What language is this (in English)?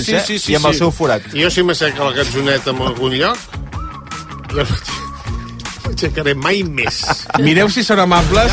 Catalan